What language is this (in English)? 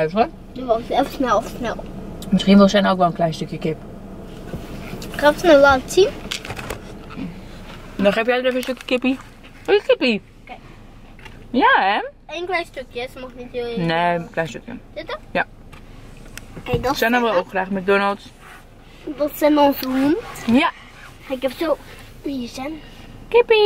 Dutch